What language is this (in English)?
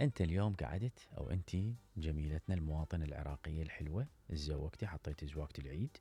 Mesopotamian Arabic